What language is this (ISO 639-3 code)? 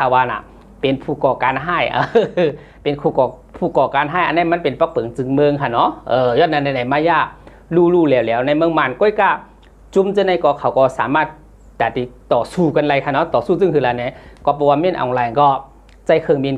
shn